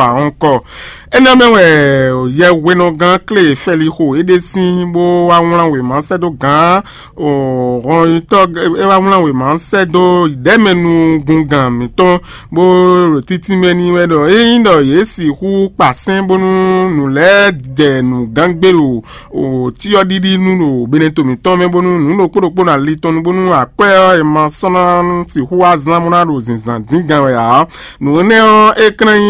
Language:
Fon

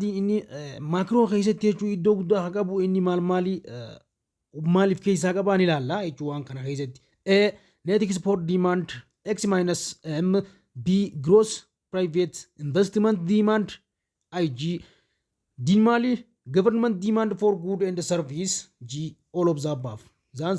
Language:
Oromo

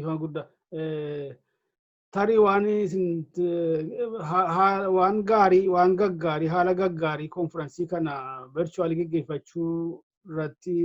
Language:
Oromo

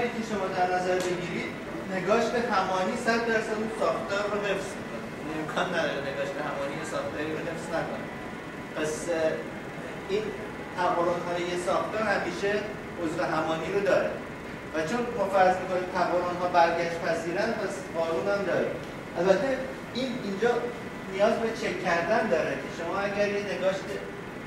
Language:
Persian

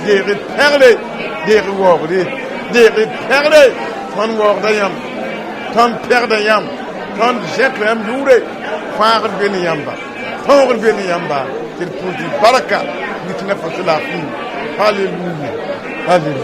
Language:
Mossi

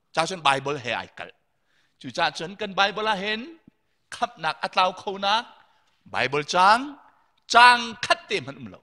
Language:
Hakha Chin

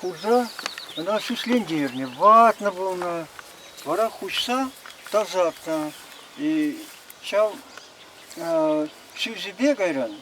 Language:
Chuvash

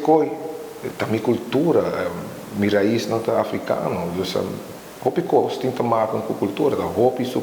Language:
Papiamento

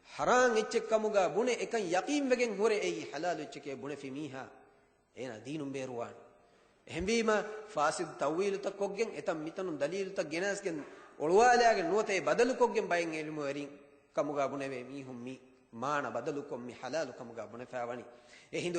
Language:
Divehi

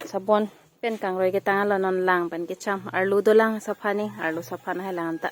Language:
Karbi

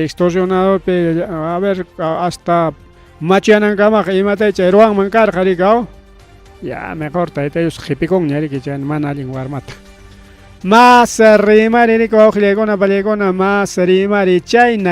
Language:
Ayacucho Quechua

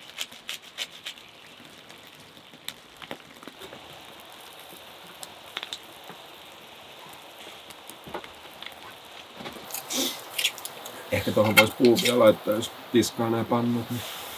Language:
Finnish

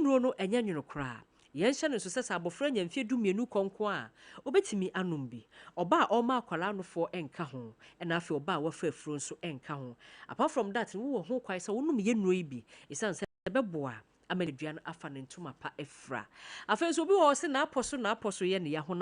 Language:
Akan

